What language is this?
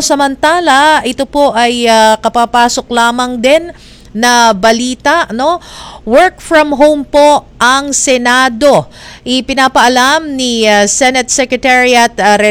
Filipino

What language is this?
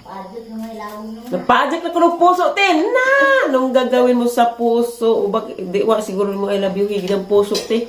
Cebuano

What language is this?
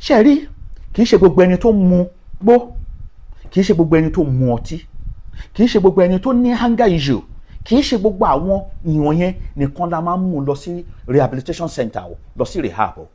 Yoruba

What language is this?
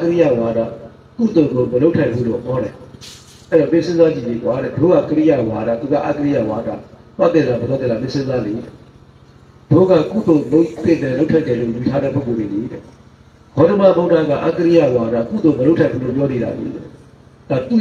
Burmese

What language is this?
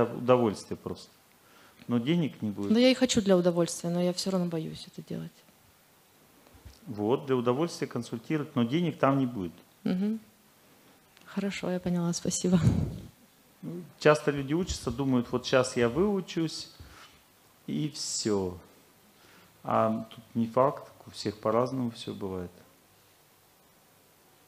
Russian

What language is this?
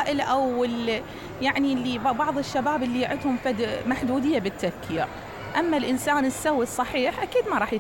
Mesopotamian Arabic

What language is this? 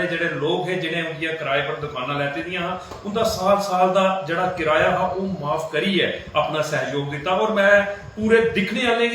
Dogri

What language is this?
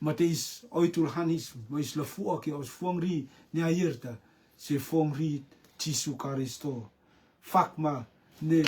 Rotuman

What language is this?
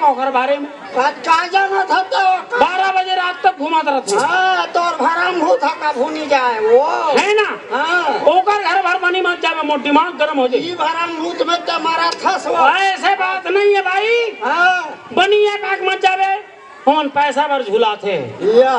Chhattisgarhi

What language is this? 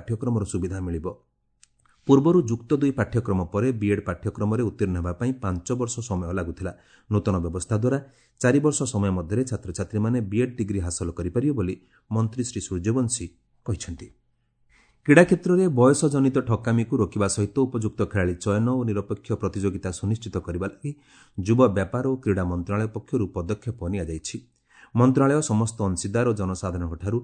Odia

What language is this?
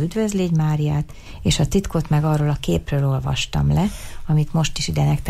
Hungarian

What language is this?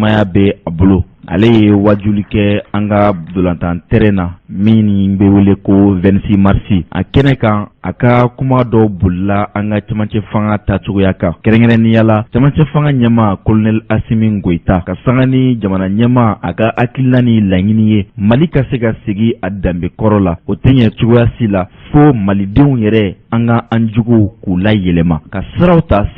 Bambara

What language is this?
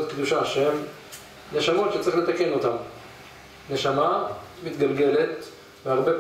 Hebrew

